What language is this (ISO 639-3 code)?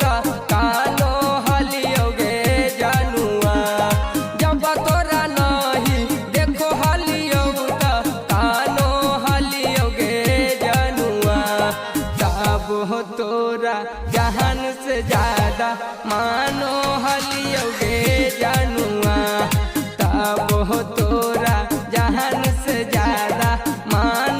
mag